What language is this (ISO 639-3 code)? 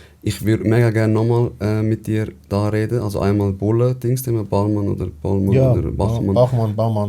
gsw